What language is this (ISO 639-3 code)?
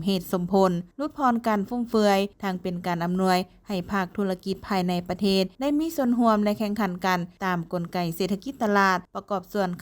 lao